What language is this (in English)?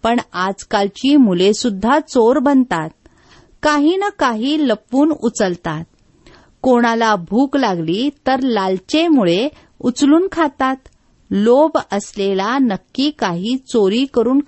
Marathi